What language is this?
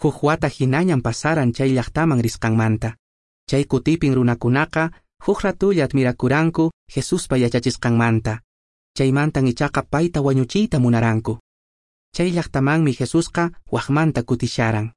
Quechua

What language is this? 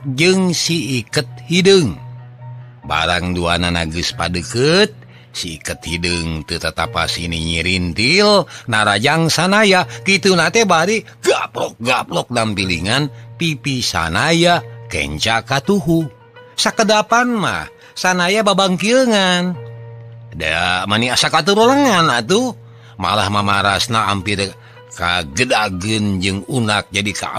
Sundanese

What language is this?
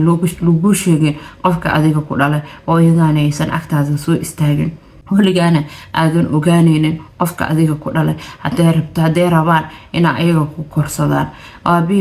Somali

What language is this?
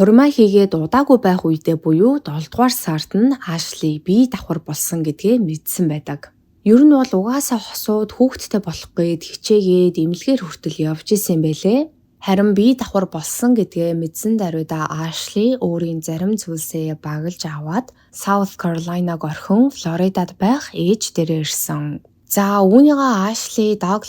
Mongolian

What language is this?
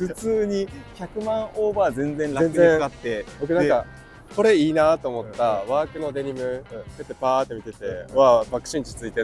Japanese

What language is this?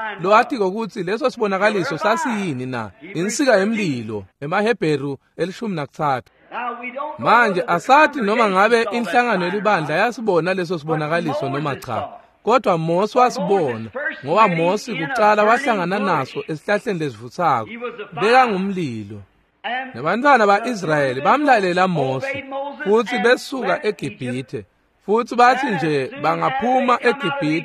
Swati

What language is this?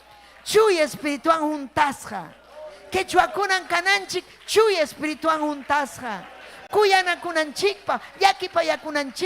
Ayacucho Quechua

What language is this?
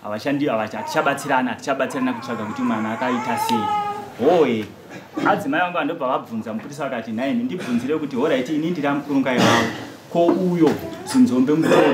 Shona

